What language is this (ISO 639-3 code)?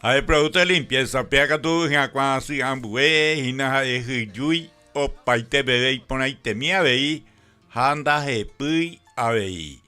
grn